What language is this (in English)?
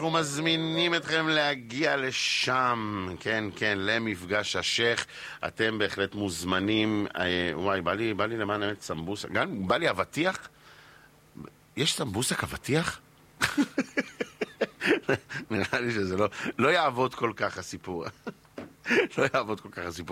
Hebrew